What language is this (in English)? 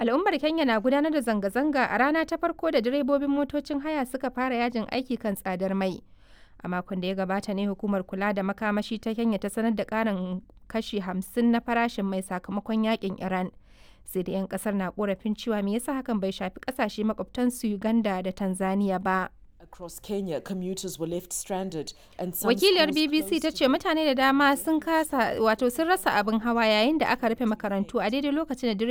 Hausa